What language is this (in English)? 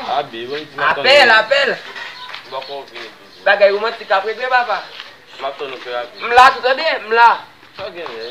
Haitian Creole